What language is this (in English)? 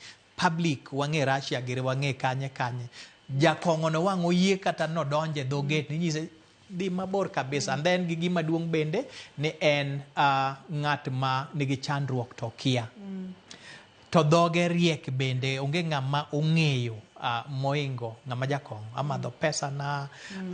Luo (Kenya and Tanzania)